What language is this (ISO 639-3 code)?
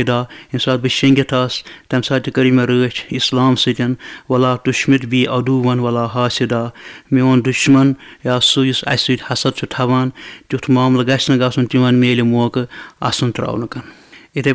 kas